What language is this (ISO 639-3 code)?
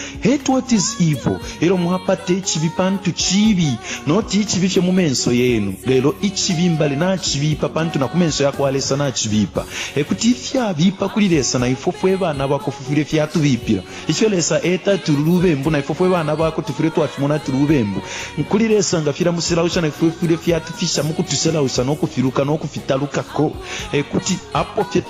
bem